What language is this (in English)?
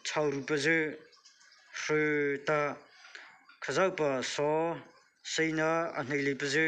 Mara Chin